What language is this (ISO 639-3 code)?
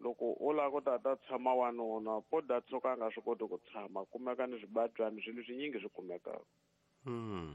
tso